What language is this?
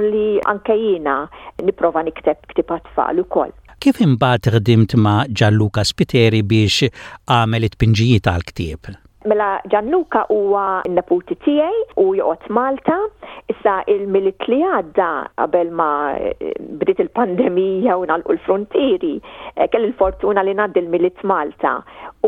Maltese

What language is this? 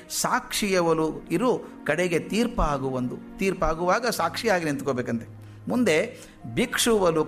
Kannada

